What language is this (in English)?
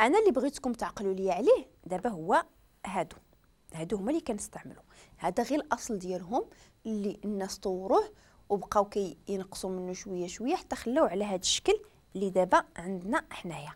Moroccan Arabic